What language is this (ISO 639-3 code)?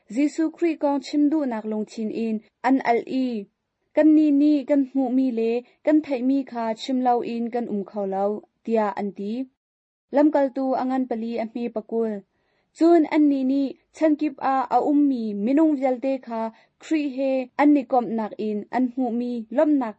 cnh